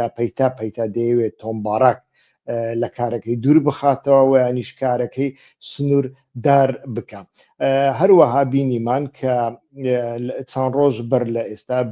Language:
Central Kurdish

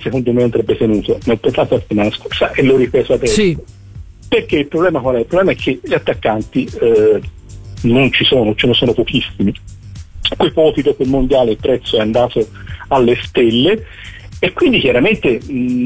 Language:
Italian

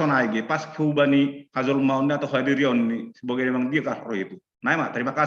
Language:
Batak Simalungun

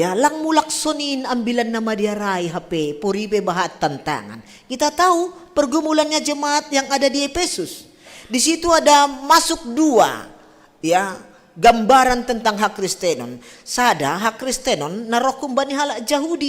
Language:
Batak Simalungun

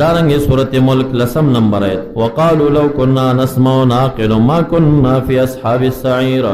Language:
Pashto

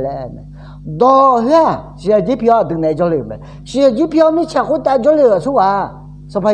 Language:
Akha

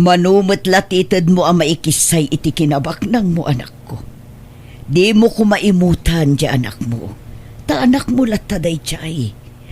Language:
Iloko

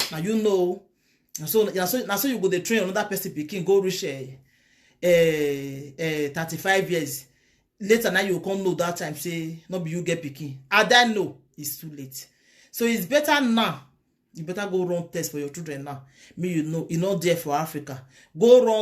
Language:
Nigerian Pidgin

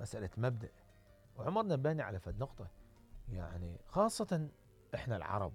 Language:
Mesopotamian Arabic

